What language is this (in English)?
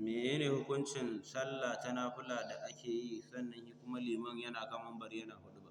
Hausa